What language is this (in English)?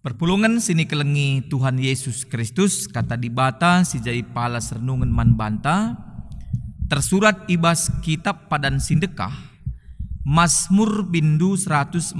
Batak Karo